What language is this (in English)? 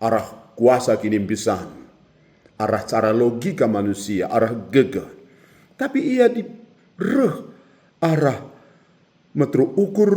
Batak Karo